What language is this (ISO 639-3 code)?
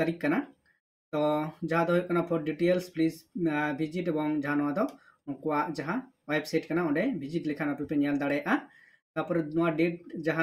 sat